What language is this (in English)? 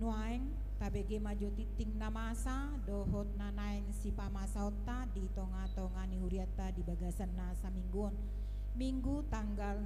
Batak Toba